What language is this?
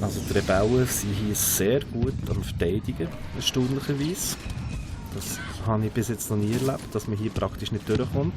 Swiss German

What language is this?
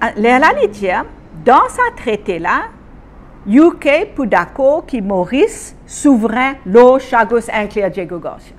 Morisyen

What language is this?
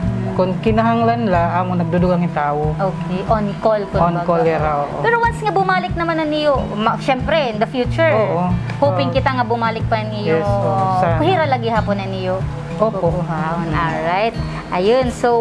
Waray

